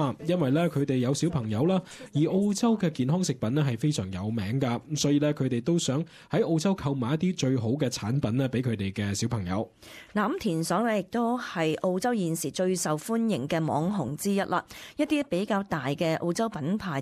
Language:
Cantonese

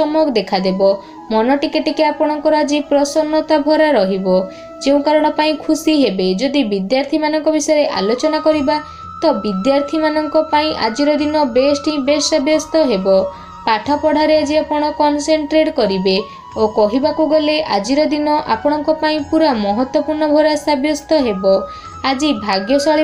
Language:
Odia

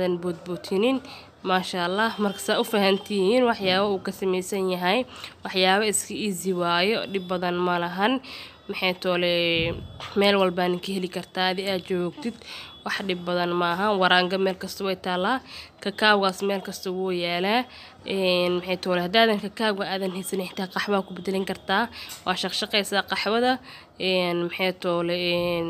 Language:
Somali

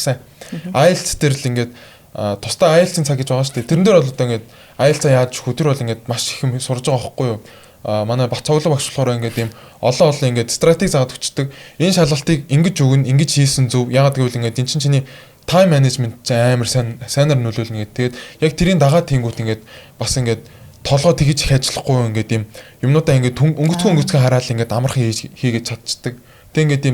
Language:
Mongolian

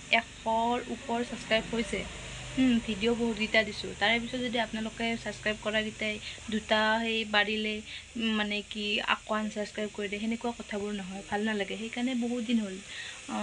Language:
Assamese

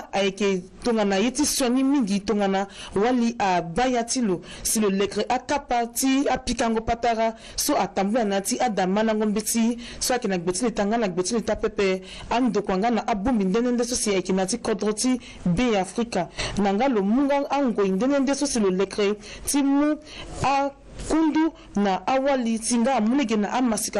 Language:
Sango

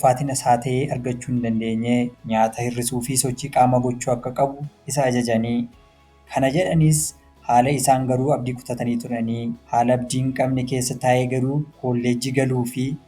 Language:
Oromo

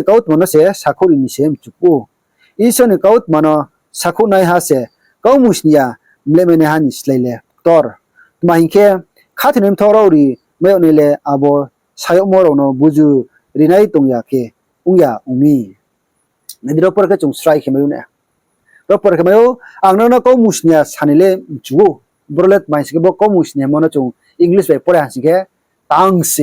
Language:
Riang (India)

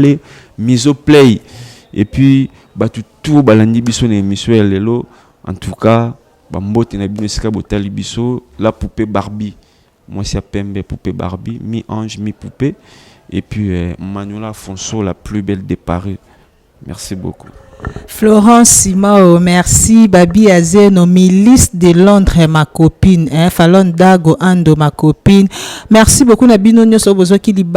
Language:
Lingala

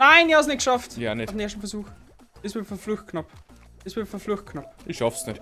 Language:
Bavarian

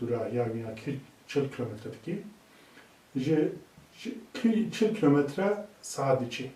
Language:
Kurdish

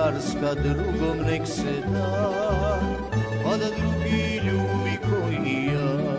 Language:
Croatian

